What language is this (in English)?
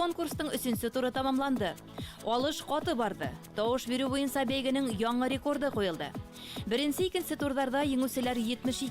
Bashkir